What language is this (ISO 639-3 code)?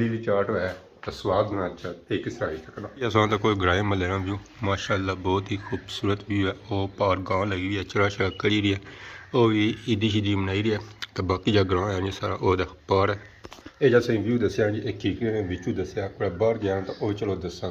phr